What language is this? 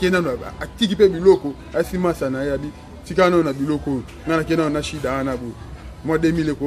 Lingala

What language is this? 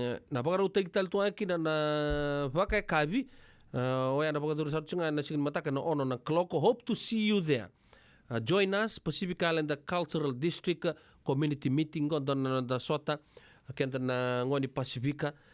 Fijian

